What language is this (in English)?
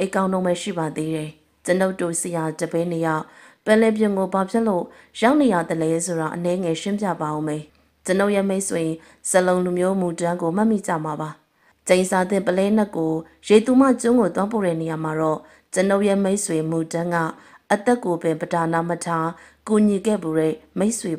Burmese